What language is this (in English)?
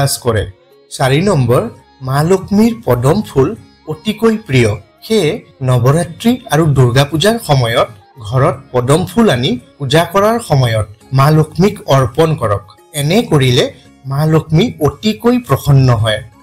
Assamese